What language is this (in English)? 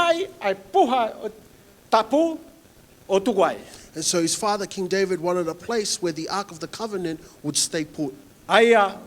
Tongan